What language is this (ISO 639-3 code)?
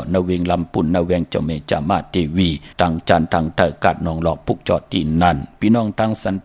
shn